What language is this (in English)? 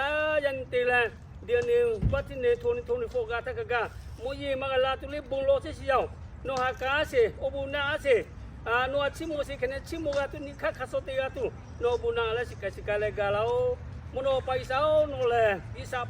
Lahu